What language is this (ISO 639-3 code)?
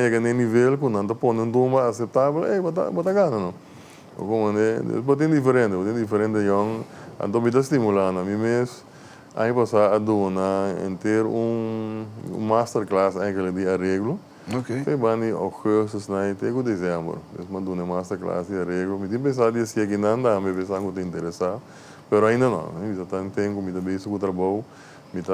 pap